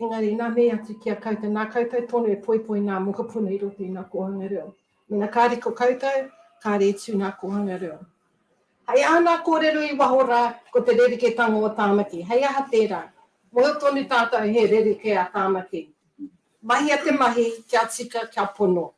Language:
Māori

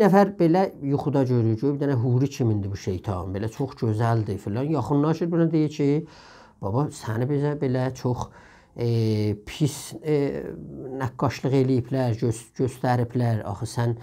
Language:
South Azerbaijani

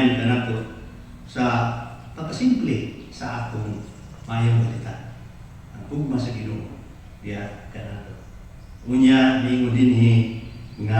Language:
Cebuano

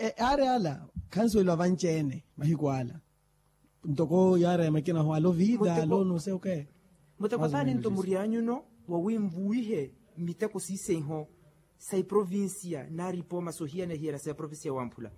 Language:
Makhuwa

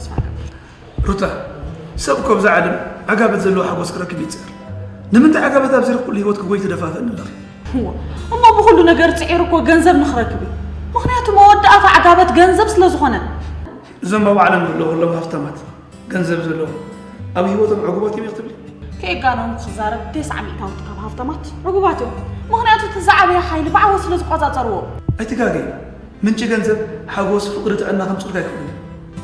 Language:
Tigrinya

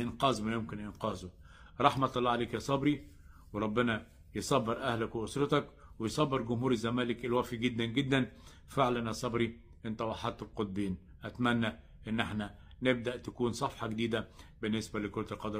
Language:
Egyptian Arabic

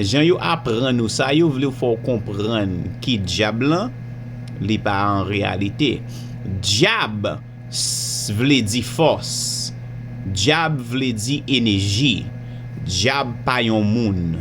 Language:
Haitian Creole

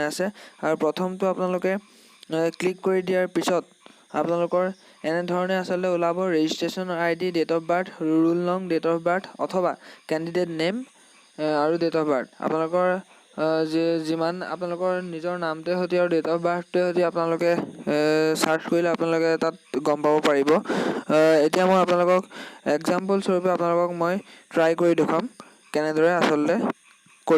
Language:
Assamese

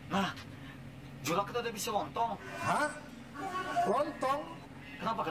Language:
Banjar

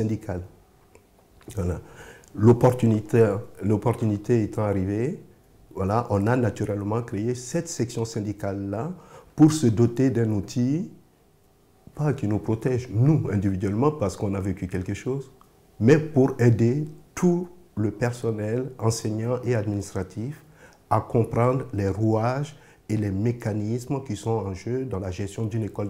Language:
French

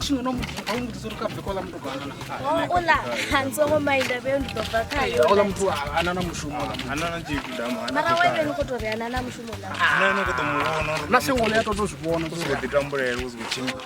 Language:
Venda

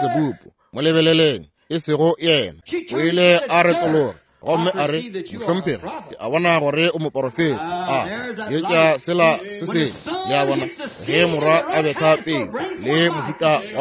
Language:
Northern Sotho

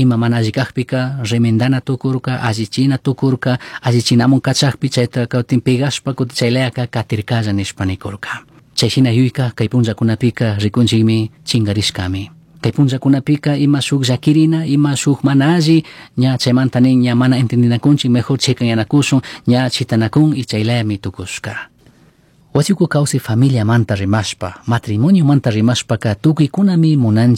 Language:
Chimborazo Highland Quichua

